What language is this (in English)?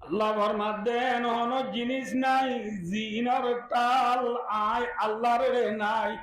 Rohingya